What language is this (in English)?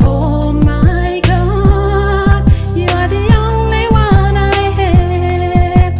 Ndonga